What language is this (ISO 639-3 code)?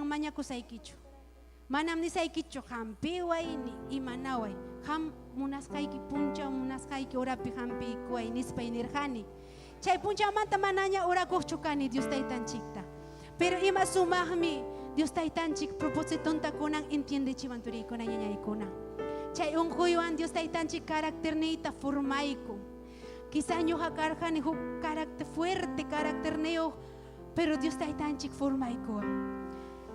quy